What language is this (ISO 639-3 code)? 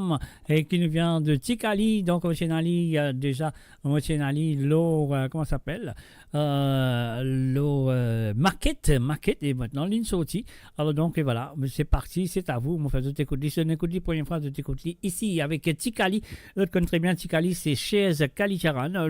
mfe